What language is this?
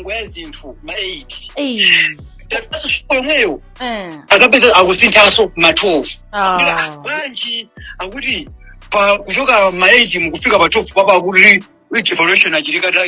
Nyanja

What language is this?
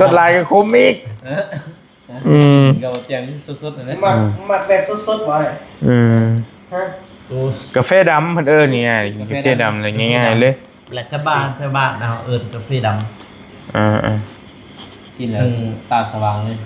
Northeastern Thai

